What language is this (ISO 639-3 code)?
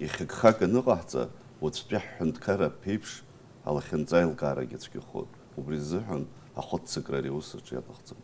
abk